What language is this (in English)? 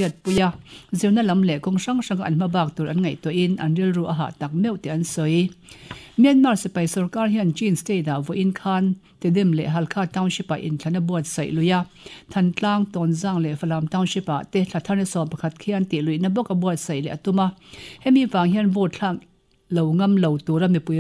Mizo